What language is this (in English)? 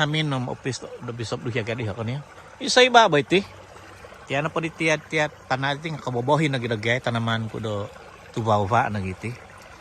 Central Dusun